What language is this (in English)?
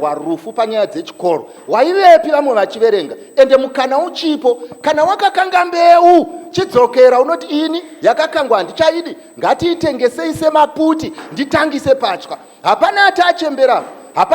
Shona